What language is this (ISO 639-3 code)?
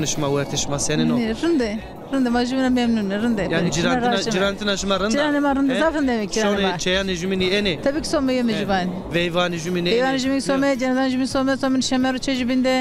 zza